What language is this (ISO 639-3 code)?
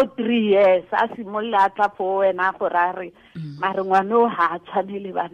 tsn